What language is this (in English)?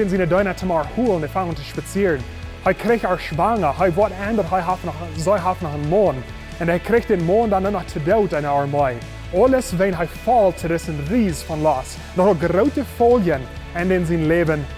Plautdietsch